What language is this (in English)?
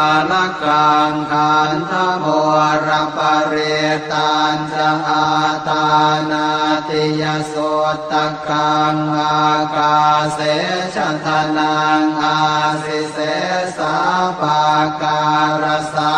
Pali